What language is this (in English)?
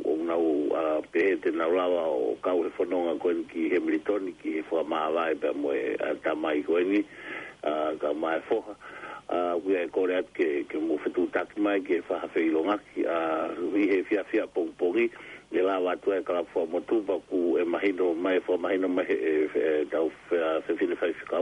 Tongan